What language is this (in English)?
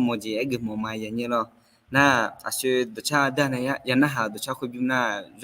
Akha